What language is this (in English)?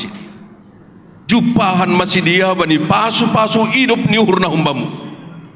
Batak Simalungun